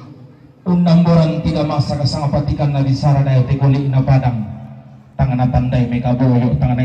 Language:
Toraja-Sa'dan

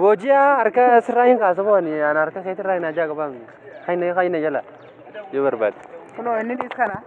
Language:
Oromo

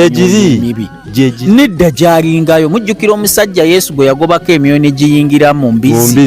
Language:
Ganda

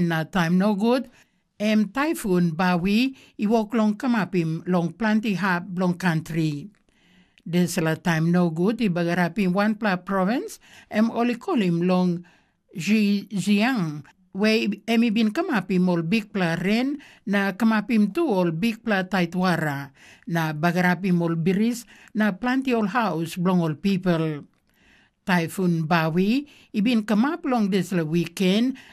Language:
Tok Pisin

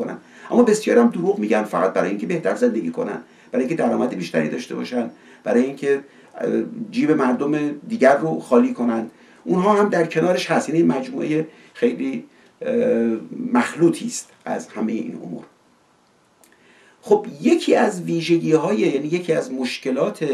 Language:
Persian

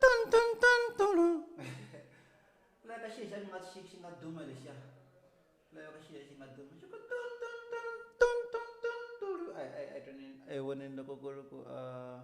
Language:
Tsonga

